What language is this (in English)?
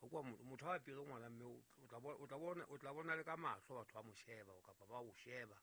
Southern Sotho